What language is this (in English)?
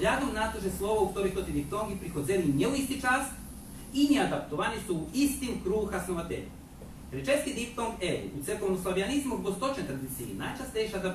Rusyn